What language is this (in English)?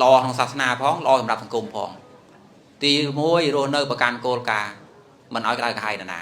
Khmer